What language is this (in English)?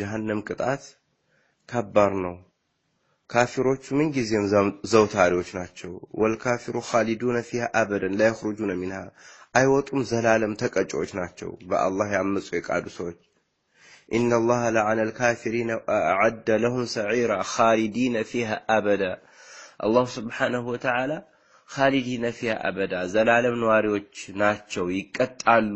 Amharic